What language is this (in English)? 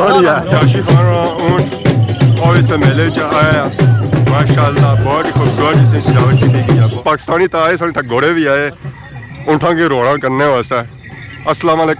Pahari-Potwari